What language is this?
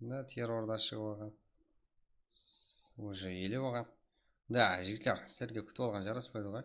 Kara-Kalpak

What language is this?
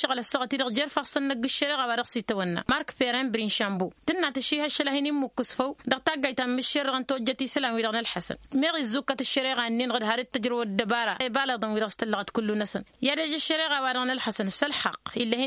Tamasheq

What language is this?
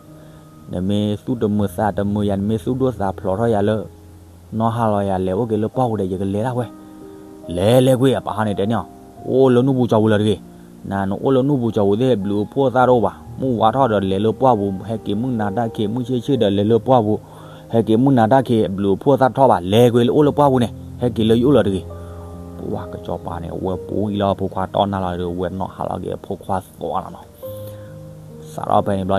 S'gaw Karen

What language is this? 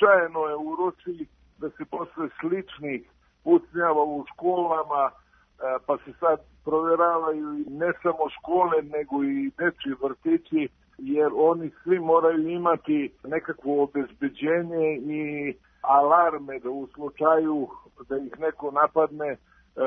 Serbian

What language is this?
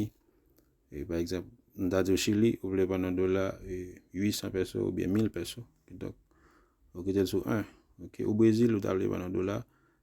Haitian Creole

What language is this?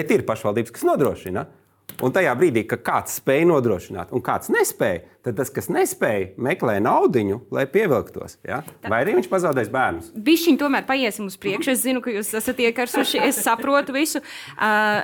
Latvian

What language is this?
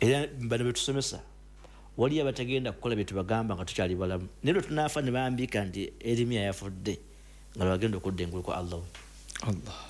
Ganda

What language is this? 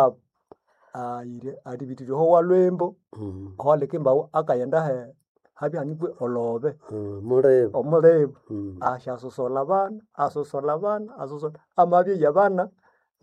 Nande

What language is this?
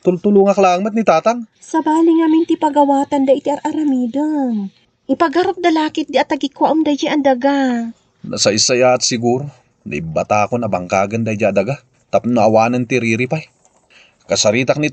Iloko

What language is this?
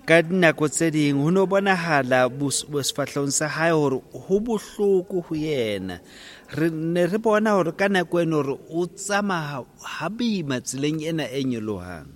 Southern Sotho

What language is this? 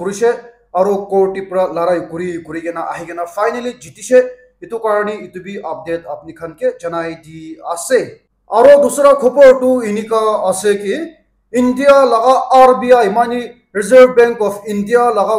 Naga Pidgin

